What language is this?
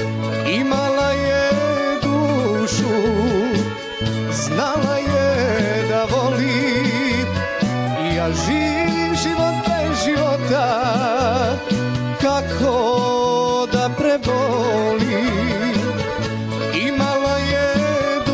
Serbian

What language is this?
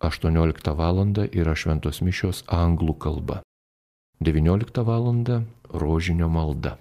Lithuanian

